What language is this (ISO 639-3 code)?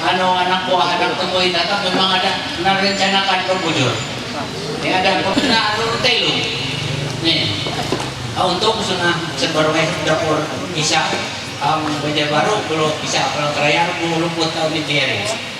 mhy